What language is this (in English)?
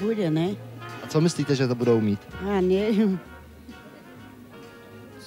Czech